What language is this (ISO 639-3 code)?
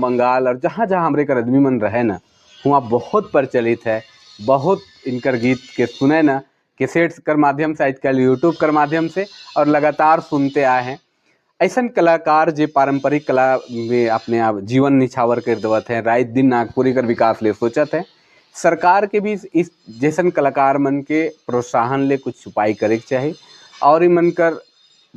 sck